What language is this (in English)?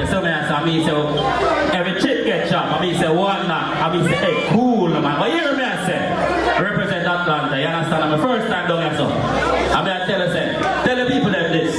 Jamaican Creole English